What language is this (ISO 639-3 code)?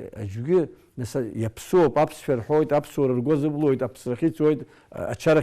abk